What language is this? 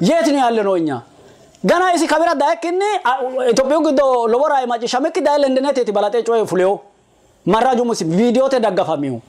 Sidamo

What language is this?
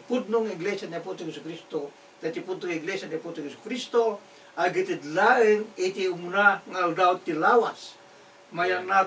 Iloko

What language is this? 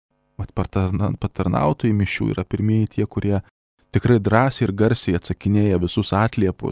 Lithuanian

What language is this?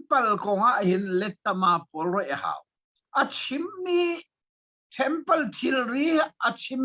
Hakha Chin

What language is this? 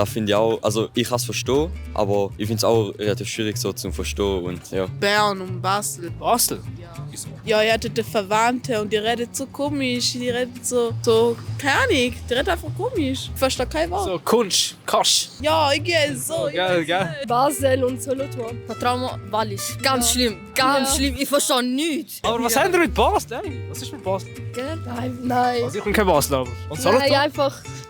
Swiss German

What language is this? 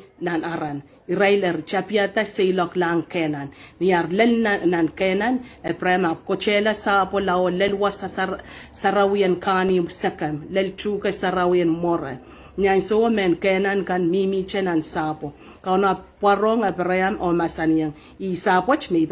Pohnpeian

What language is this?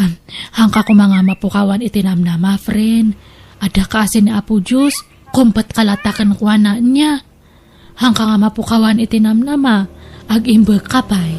Iloko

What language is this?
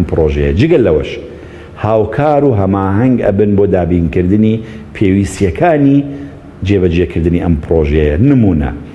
Central Kurdish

